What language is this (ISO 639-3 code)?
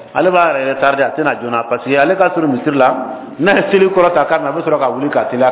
bam